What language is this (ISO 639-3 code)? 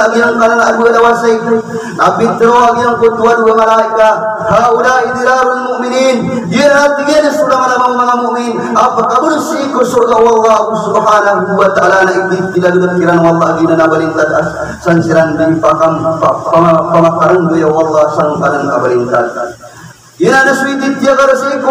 mrw